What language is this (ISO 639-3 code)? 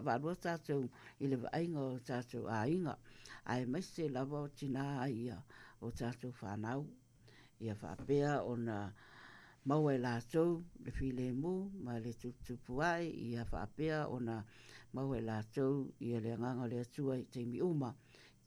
smo